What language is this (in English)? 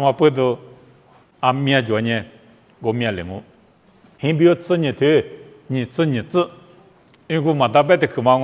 Lisu